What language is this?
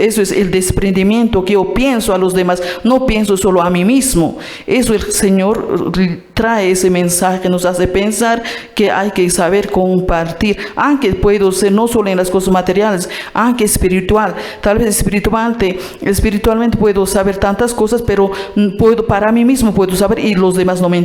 Quechua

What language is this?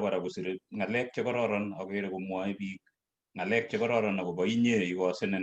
Kalenjin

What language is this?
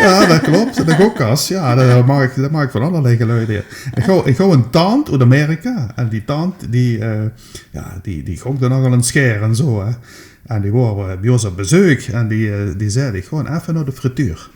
Limburgish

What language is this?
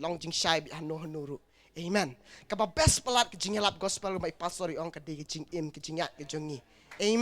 Khasi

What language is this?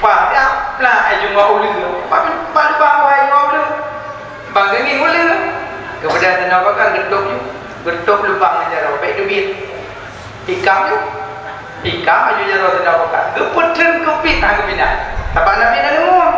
Achinese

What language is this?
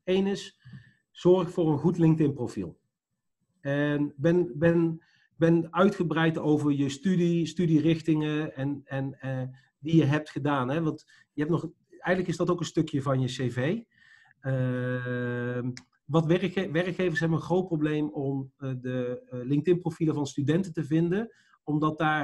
Dutch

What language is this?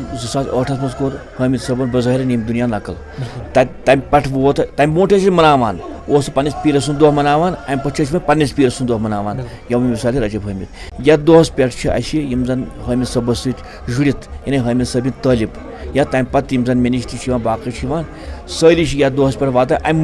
Kashmiri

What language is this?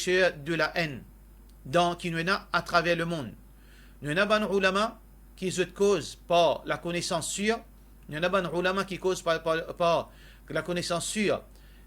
Morisyen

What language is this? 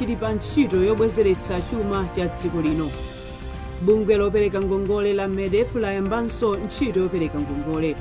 Nyanja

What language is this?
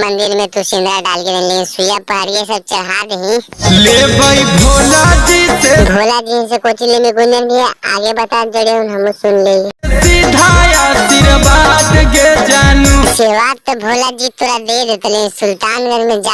Magahi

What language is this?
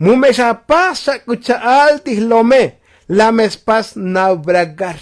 Tzotzil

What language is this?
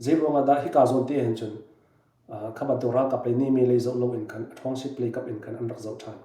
Hakha Chin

